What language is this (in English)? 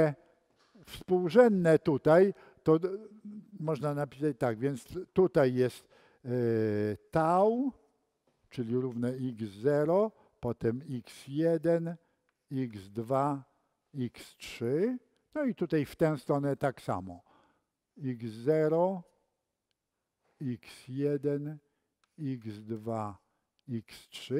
Polish